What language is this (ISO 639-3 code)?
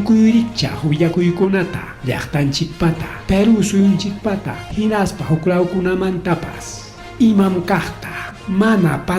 quy